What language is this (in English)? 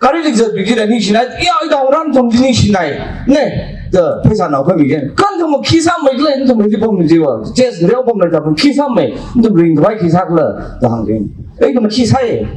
Tangkhul Naga (India)